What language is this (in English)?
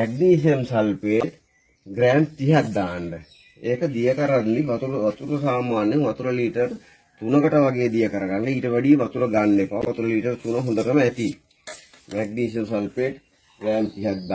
Sinhala